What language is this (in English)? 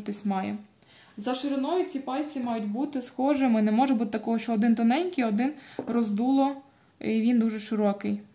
Ukrainian